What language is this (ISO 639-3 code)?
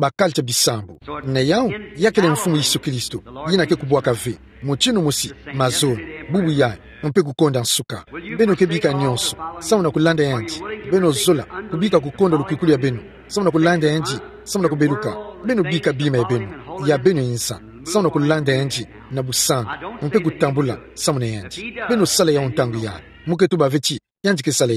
ktu